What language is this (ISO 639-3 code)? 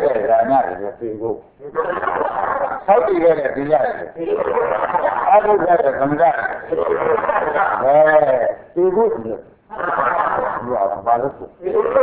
mya